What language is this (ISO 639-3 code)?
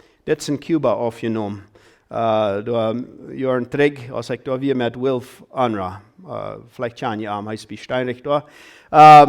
pdt